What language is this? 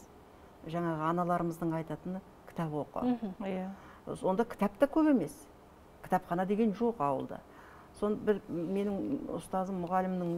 Kazakh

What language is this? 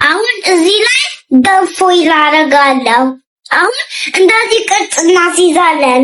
Amharic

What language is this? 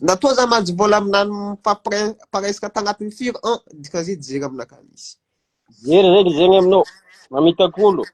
Malagasy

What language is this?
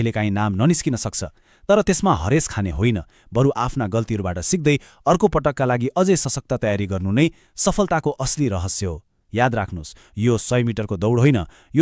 Nepali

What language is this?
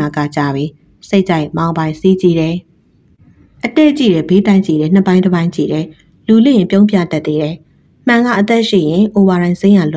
Burmese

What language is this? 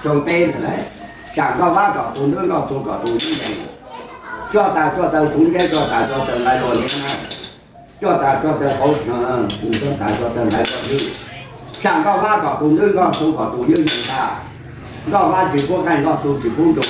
Hmong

